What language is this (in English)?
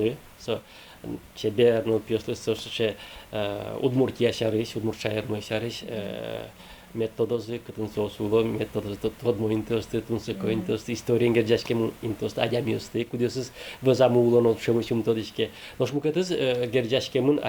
Udmurt